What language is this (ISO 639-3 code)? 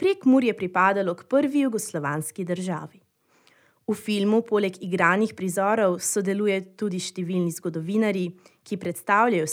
slv